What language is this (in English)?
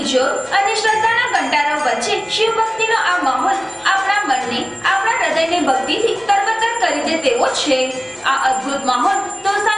Gujarati